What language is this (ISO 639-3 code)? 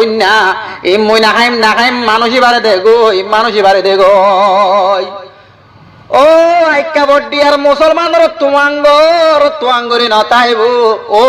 rhg